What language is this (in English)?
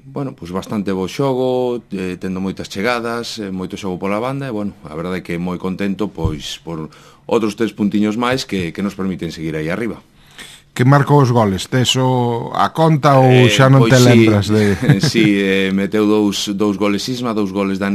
Galician